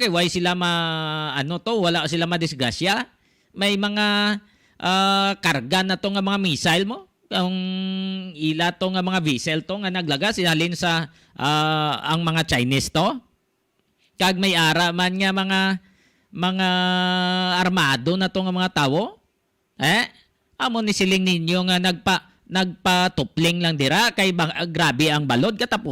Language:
Hiligaynon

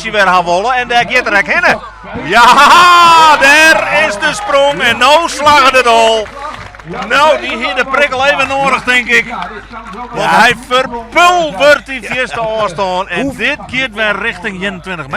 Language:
Western Frisian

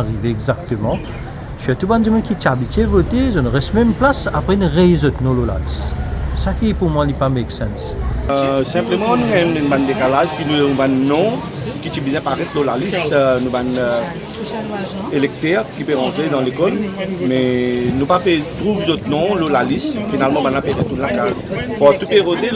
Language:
Morisyen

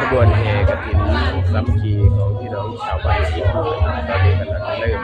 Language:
Lao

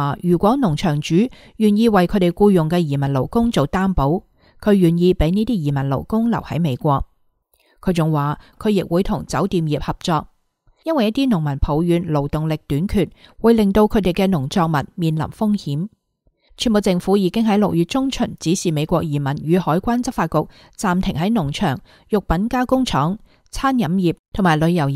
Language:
Cantonese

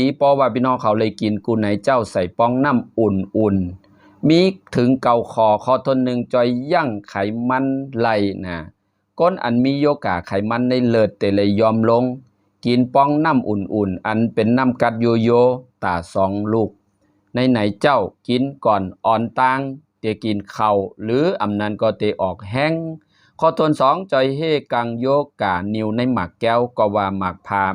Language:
Shan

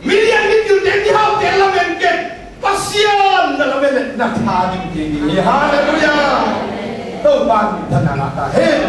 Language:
Tedim Chin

